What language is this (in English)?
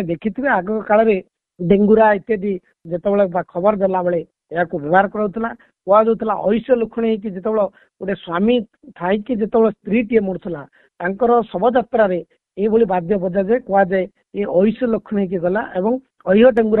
Odia